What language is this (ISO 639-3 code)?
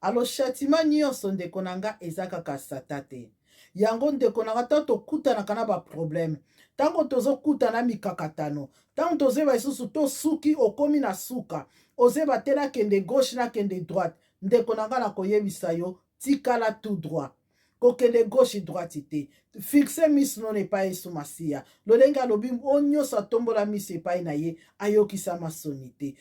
lin